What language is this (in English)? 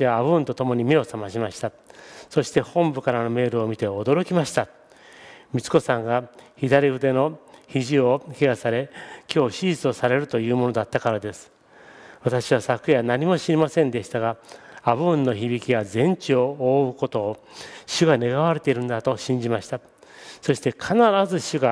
Japanese